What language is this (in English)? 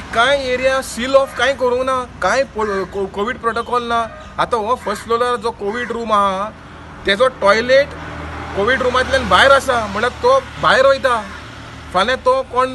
Konkani